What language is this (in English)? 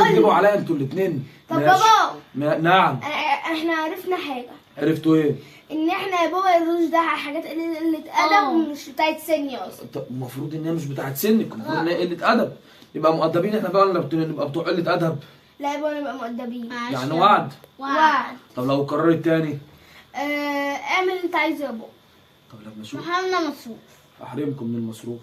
Egyptian Arabic